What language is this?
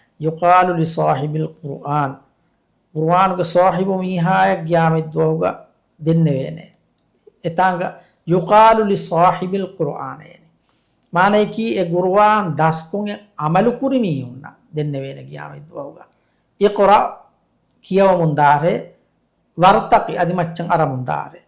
Divehi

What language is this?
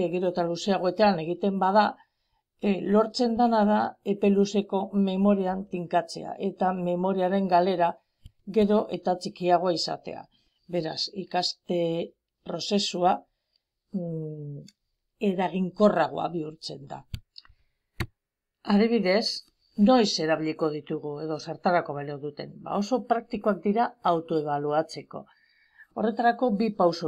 Basque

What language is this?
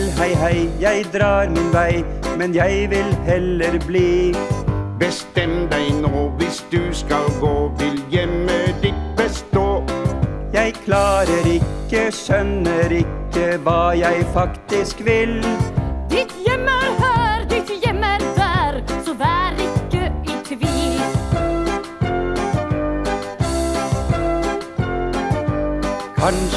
Norwegian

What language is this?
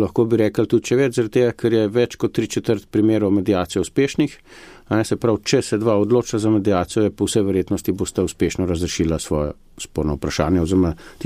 Slovenian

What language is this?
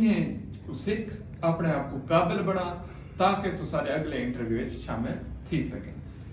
Saraiki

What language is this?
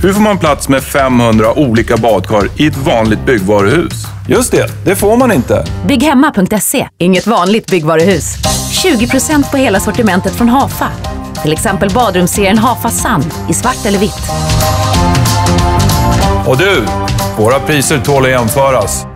Swedish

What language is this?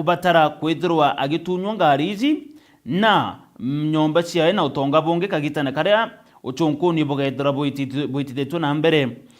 Meru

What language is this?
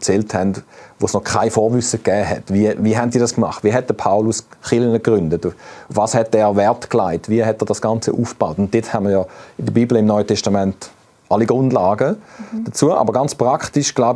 Swiss German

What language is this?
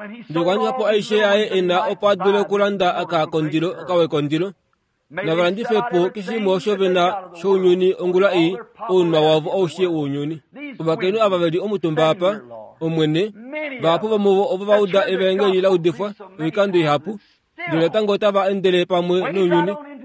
Kuanyama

